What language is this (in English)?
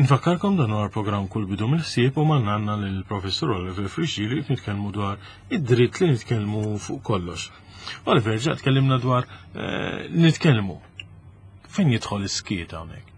Maltese